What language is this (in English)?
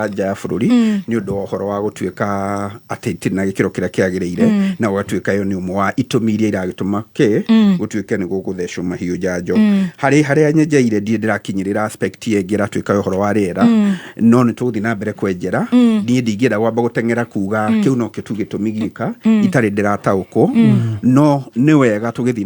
Kikuyu